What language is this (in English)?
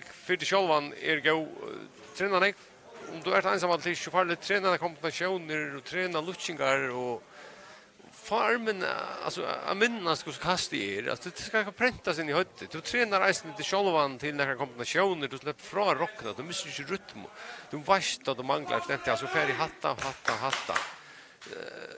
Faroese